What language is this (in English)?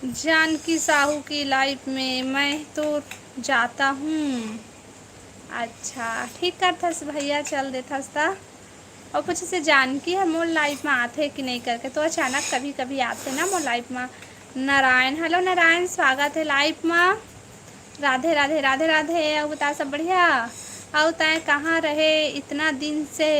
Chhattisgarhi